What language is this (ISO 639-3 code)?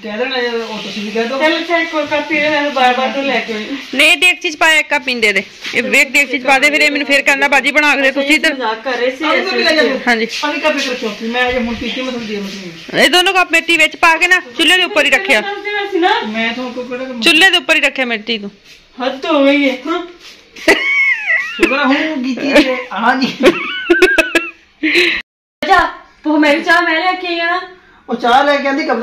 pan